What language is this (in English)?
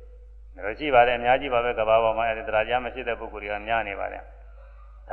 Burmese